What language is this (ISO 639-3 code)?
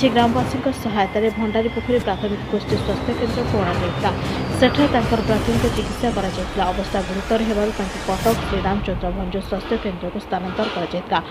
ori